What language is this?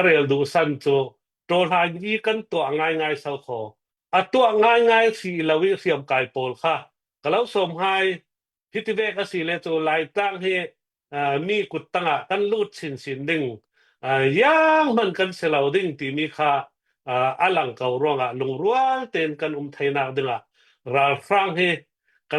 Hakha Chin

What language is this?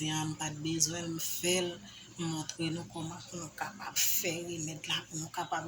Haitian Creole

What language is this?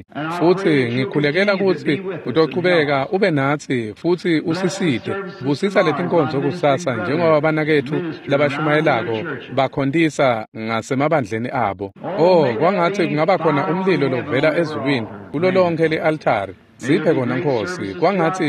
Swati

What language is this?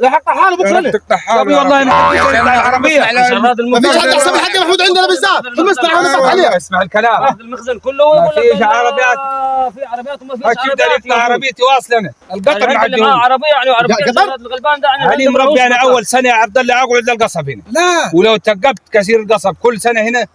Egyptian Arabic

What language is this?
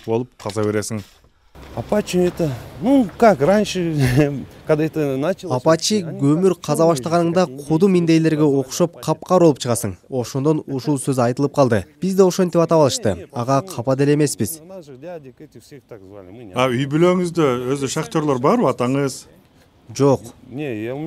Kyrgyz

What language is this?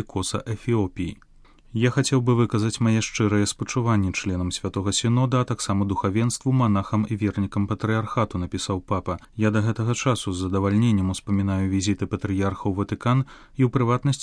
Belarusian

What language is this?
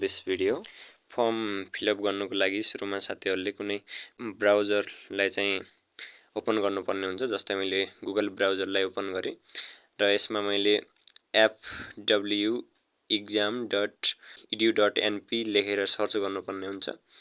Nepali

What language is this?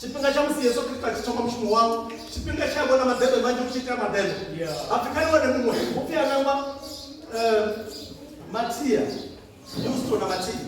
Venda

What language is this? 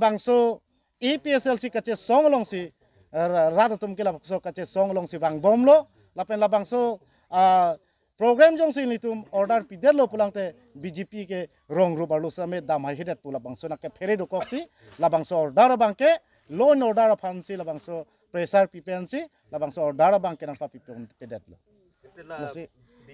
Karbi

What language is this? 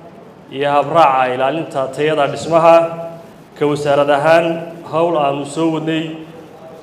Somali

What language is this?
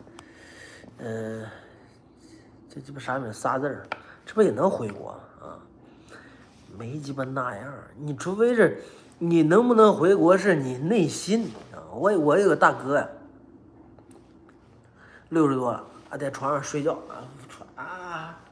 Chinese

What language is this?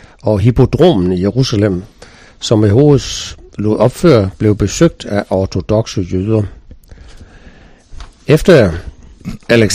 Danish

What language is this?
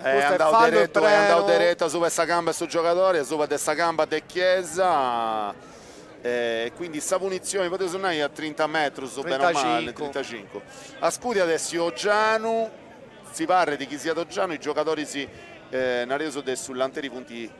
Sardinian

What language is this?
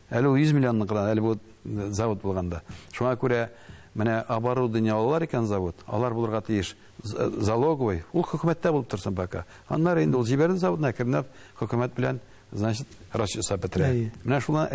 Tatar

